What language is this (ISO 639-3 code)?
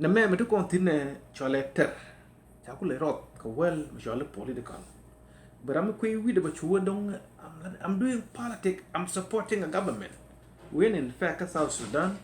nus